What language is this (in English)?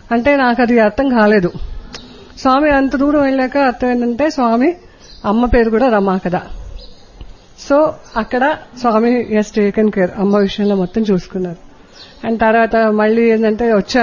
Telugu